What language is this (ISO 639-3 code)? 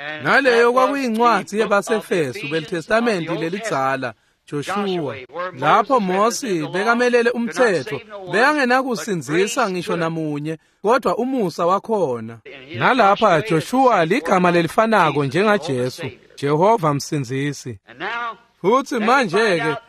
ssw